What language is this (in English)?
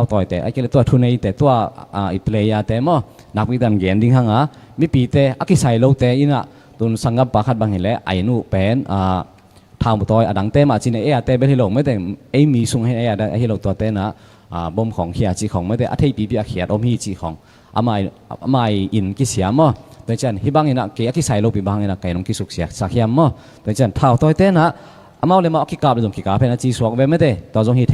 Tedim Chin